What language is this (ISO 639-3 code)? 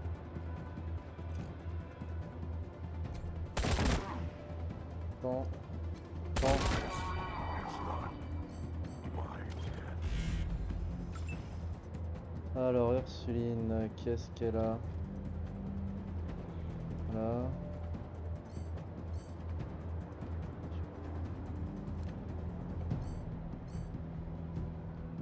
fra